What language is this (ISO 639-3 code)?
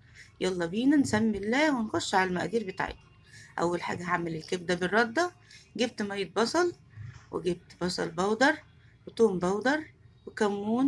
arz